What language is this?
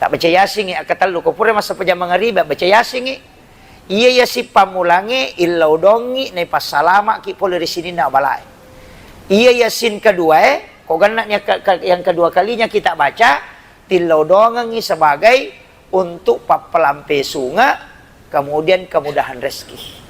Buginese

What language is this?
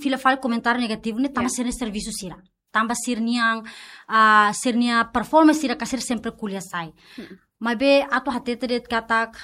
Tetum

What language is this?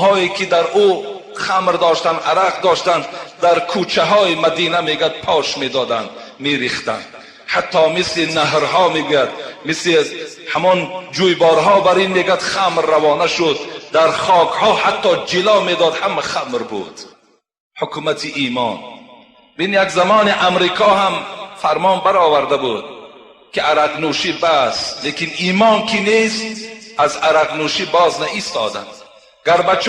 Tajik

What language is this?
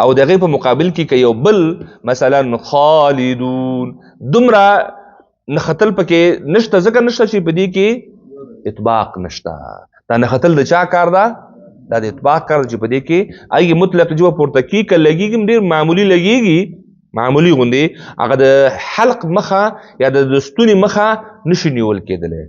Pashto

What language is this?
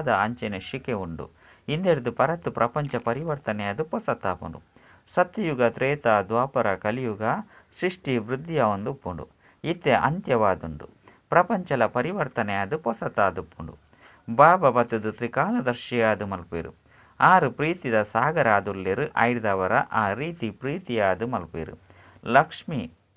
Tulu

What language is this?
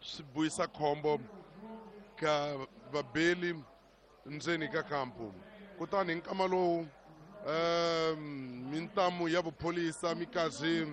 Tsonga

